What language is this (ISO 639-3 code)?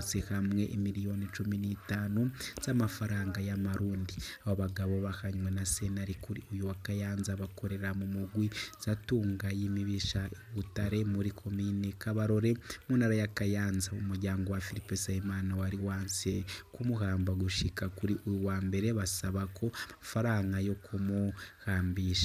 run